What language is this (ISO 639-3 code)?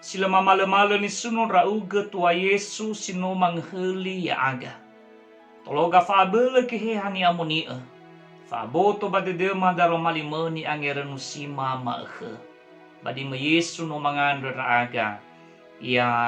nia